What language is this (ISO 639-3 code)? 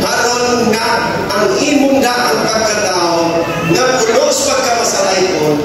ceb